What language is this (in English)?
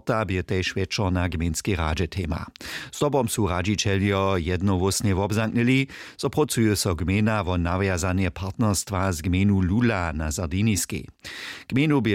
Upper Sorbian